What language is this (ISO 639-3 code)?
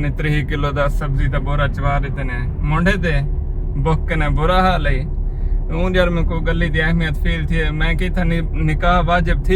skr